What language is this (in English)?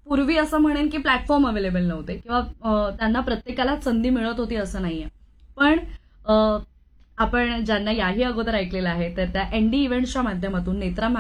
Marathi